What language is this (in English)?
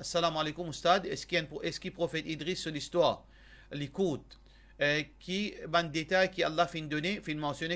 Morisyen